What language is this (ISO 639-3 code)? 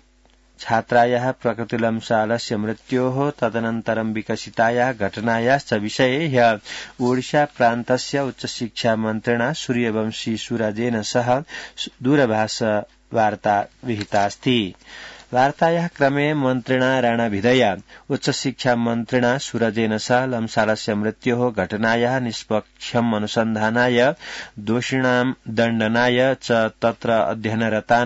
san